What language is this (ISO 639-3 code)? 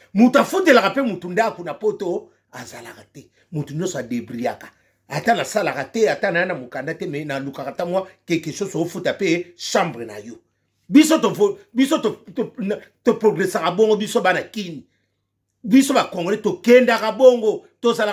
lin